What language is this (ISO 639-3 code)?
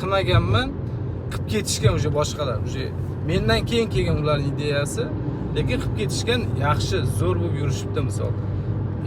uzb